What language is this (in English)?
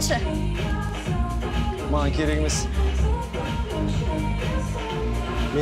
Kazakh